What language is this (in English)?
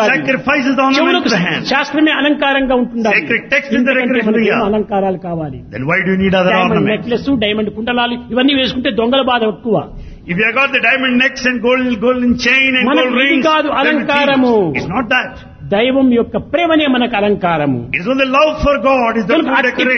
Telugu